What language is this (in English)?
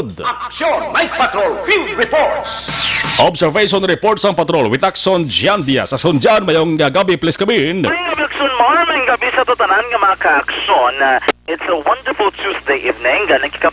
Hiligaynon